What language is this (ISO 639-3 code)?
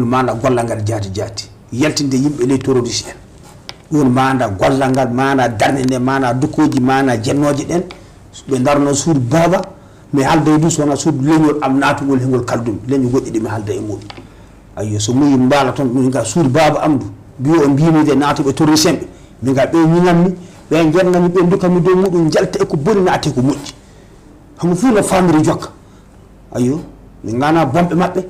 ful